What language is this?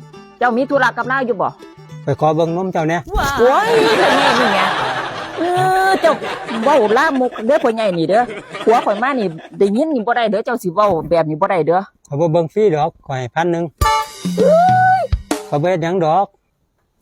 Lao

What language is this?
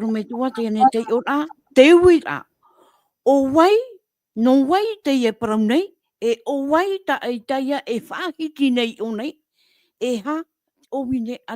Tahitian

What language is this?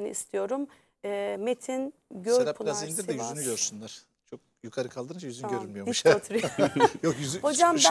Turkish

